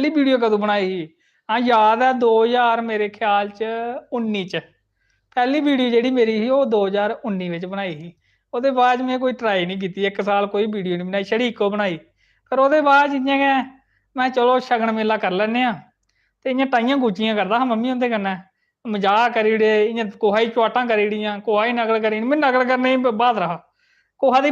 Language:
Dogri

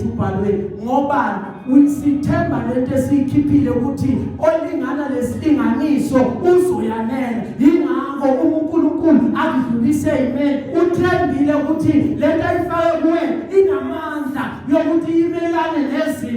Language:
Zulu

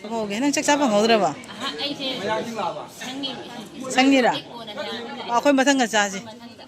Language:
Manipuri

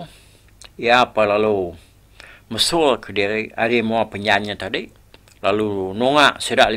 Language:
Iban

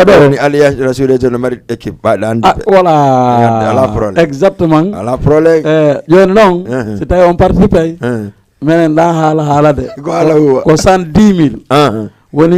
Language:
Fula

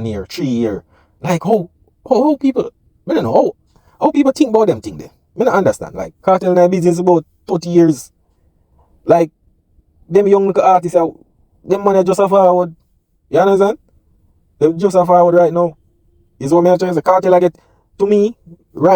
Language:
Jamaican Creole English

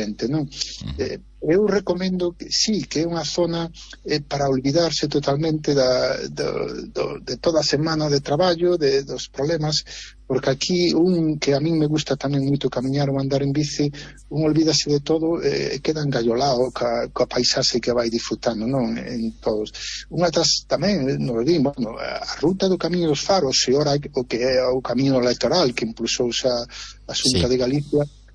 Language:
Galician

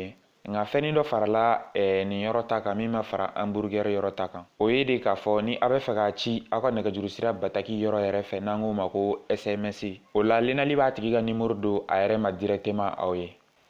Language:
Bambara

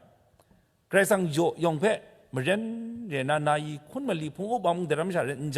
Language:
Kachin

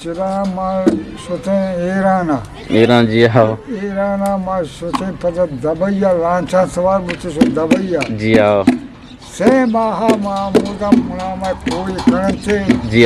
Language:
Eastern Balochi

